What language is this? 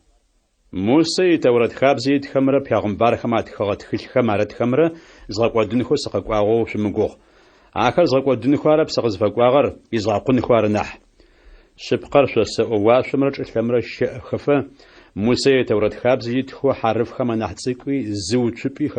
Adyghe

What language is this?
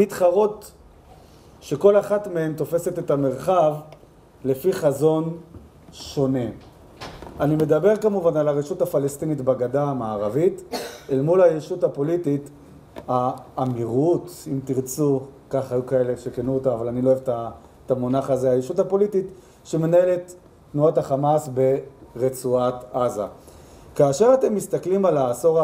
Hebrew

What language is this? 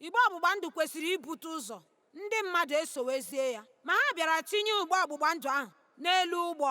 Igbo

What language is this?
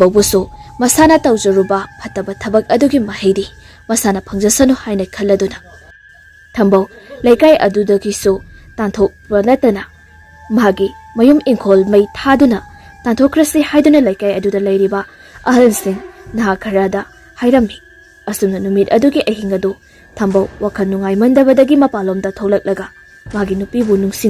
Manipuri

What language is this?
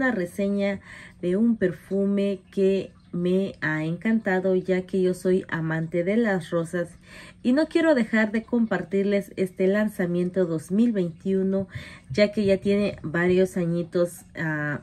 Spanish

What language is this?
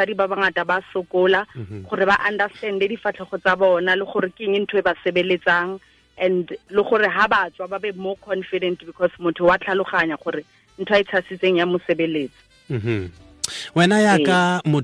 Tswana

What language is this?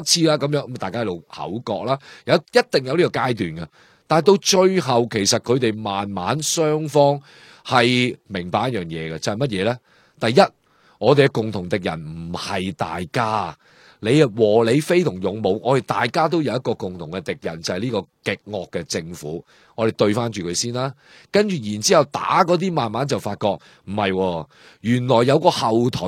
Cantonese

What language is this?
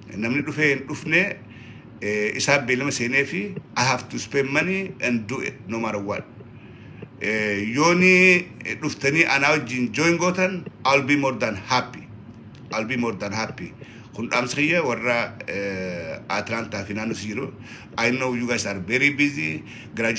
Oromo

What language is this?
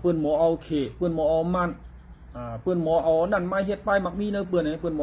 Shan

